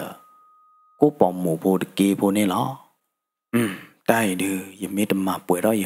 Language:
S'gaw Karen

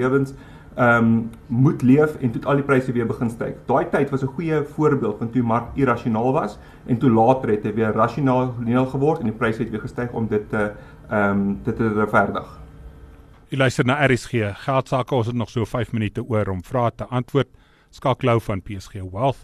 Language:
Afrikaans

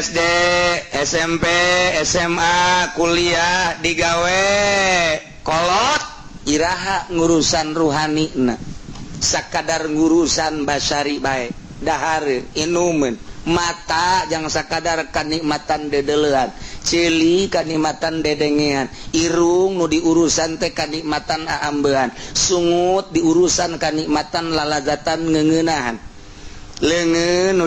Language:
Sundanese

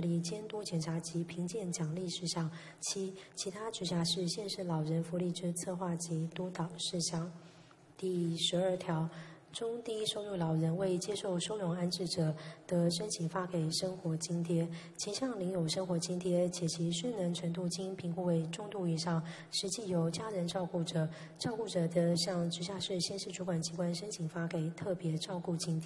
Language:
Chinese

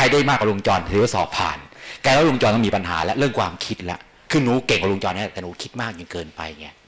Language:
Thai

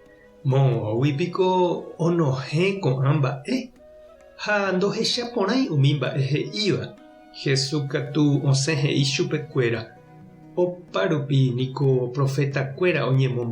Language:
Guarani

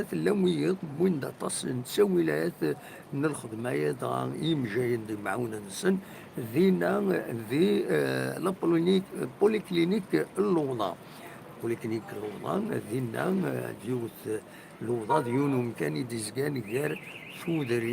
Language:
Kabyle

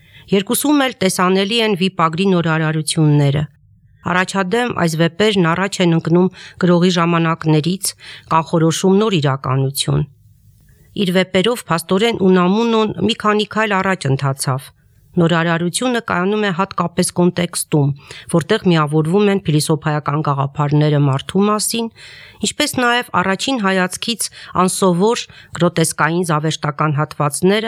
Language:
Armenian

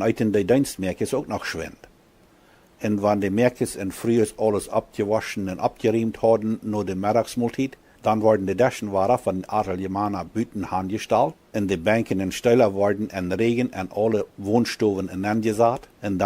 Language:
Plautdietsch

